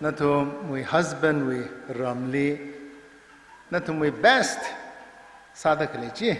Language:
Tangkhul Naga (India)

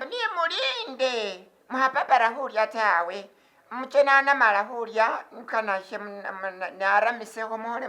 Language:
Masaaba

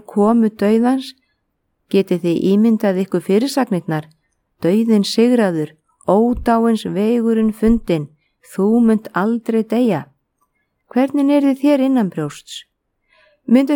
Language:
Icelandic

